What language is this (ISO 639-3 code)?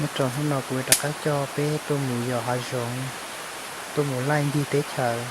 hmn